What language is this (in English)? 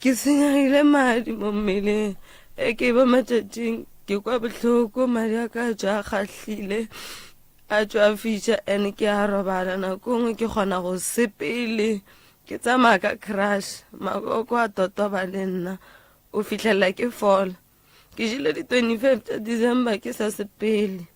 Northern Sotho